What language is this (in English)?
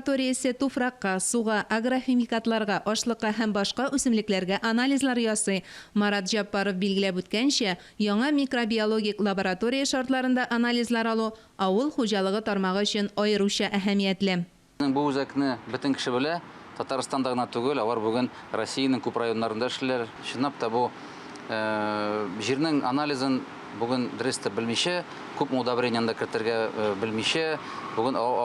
Tatar